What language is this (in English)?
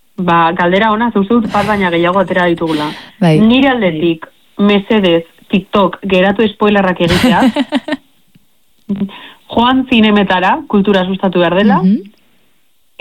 Basque